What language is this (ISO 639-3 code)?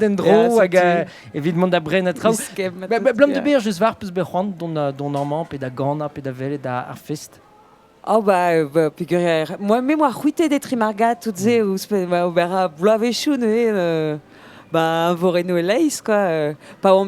bre